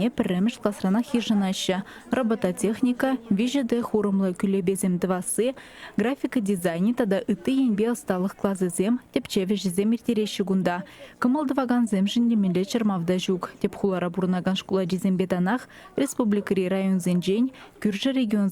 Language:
Chuvash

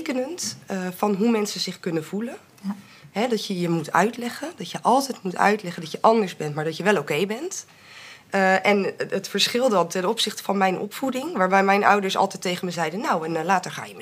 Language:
Dutch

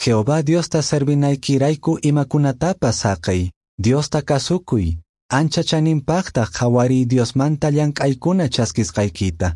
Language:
Quechua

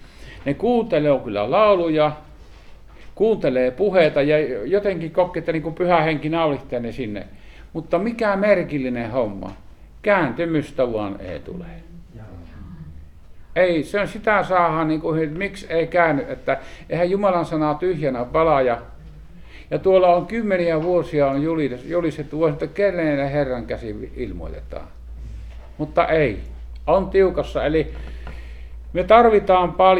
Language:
Finnish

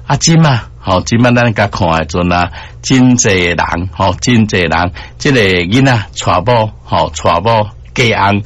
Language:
Min Nan Chinese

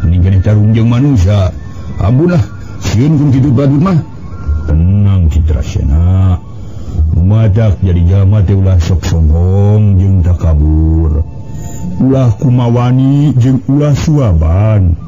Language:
Sundanese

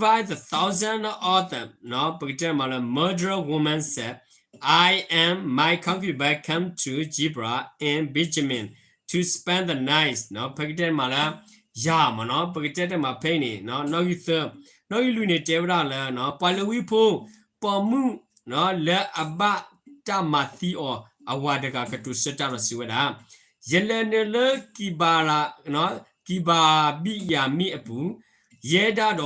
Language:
S'gaw Karen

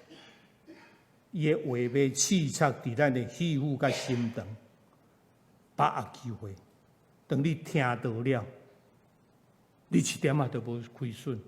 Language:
Min Nan Chinese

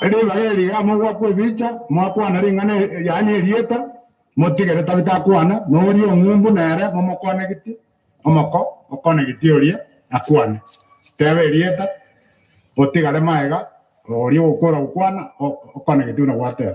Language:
Gusii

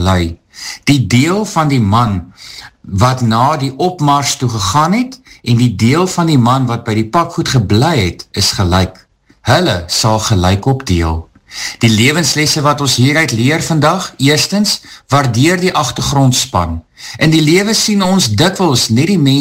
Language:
Afrikaans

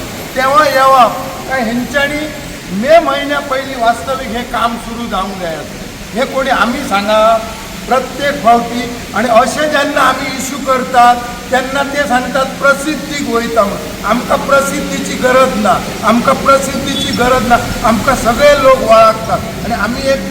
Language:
Konkani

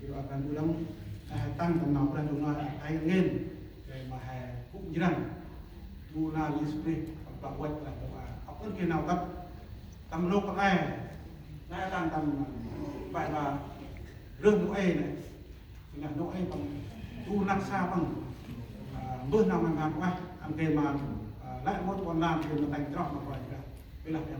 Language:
Central Mnong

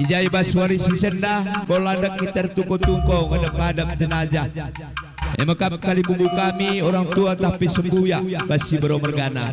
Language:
Batak Karo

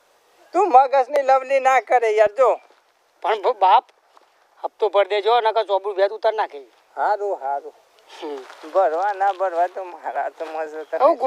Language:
Gujarati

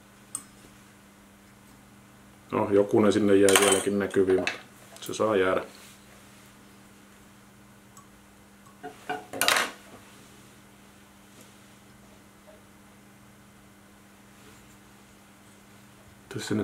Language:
Finnish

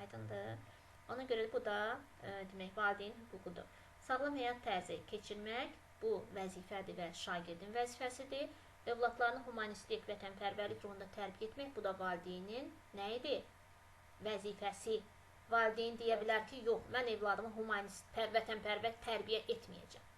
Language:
Azerbaijani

